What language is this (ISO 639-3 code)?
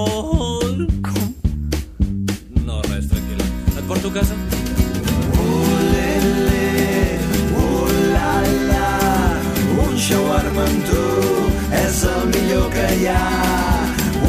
cat